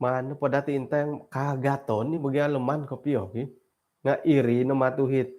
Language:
Central Dusun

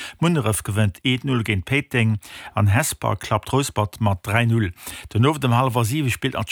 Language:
Luxembourgish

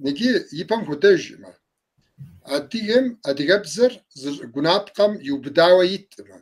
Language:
Kabardian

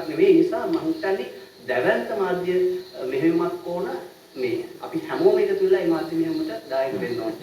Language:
Sinhala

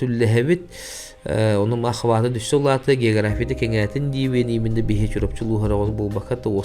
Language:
Yakut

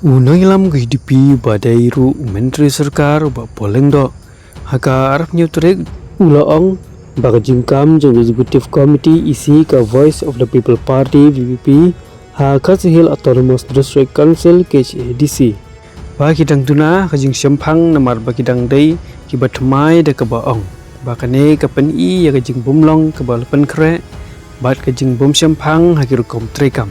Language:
Khasi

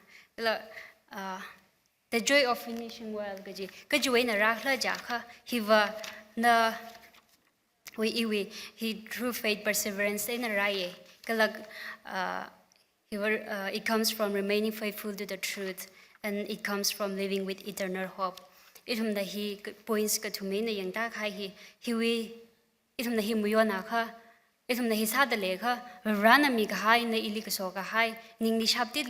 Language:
Tangkhul Naga (India)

